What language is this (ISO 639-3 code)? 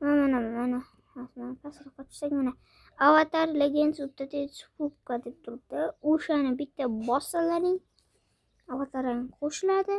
uzb